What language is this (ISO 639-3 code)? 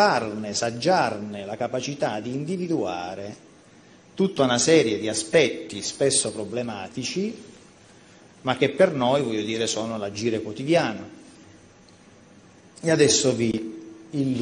ita